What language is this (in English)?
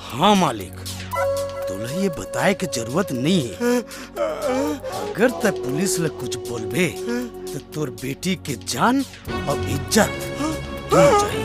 Chhattisgarhi